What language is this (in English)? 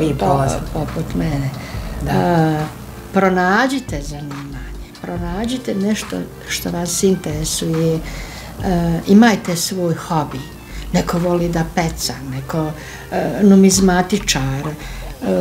Bosnian